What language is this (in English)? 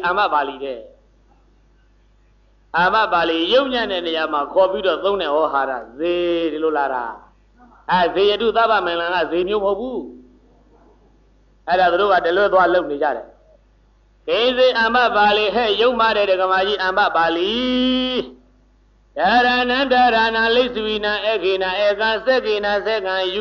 Burmese